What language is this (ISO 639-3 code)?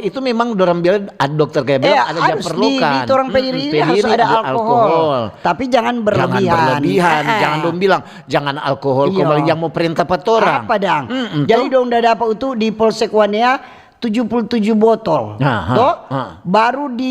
xmm